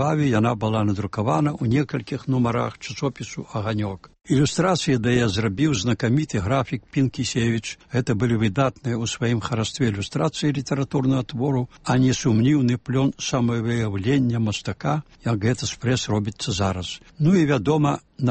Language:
Belarusian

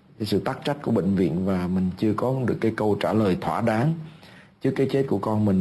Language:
Vietnamese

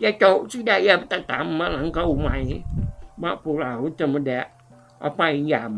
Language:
Iban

